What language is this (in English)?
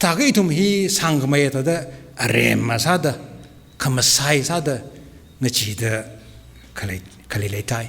Tangkhul Naga (India)